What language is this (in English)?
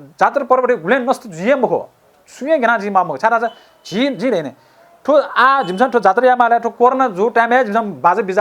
Newari